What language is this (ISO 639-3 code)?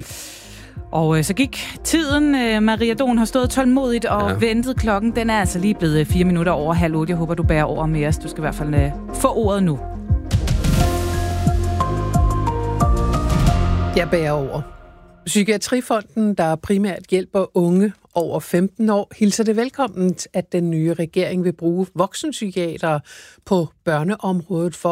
dan